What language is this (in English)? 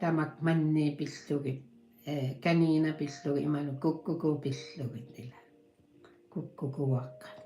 Kalaallisut